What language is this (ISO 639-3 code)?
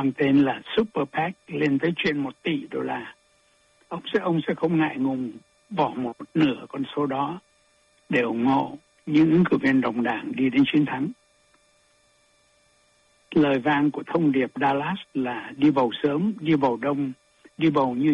vie